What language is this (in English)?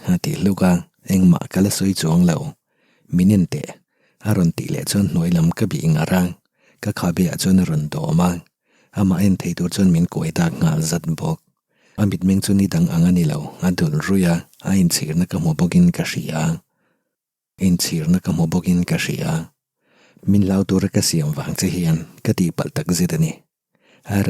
Mizo